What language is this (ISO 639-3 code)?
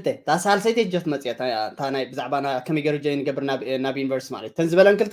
tir